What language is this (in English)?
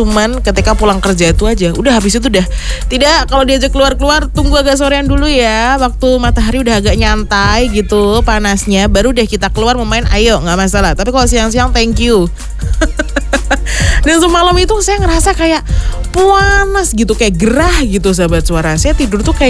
Indonesian